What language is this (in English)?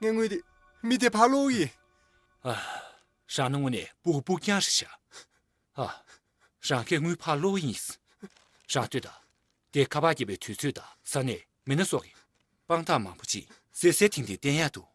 Tibetan